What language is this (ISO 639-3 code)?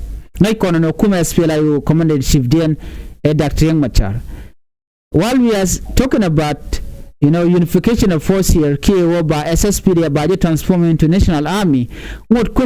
nus